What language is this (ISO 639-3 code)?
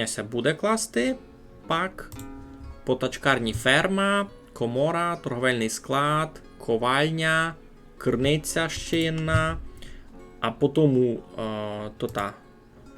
rue